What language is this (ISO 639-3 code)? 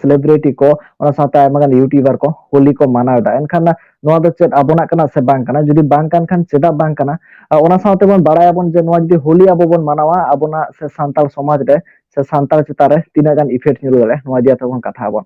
sat